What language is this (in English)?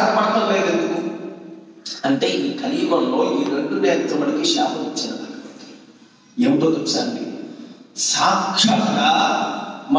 Telugu